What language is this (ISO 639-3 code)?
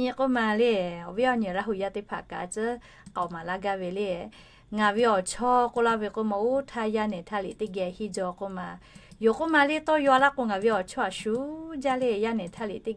lhu